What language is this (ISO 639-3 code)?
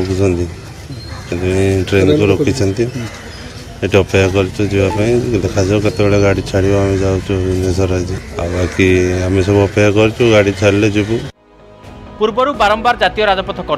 ori